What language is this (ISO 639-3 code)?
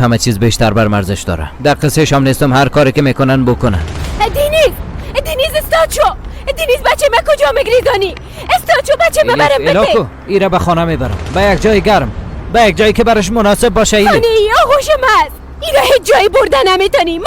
fas